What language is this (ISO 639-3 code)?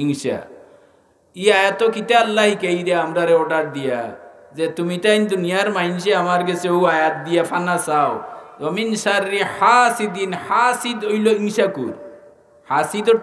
syl